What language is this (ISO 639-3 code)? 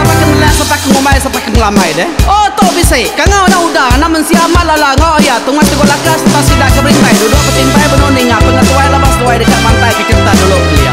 iba